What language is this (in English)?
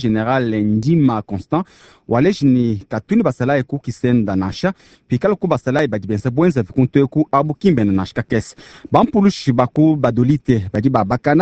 Luba-Lulua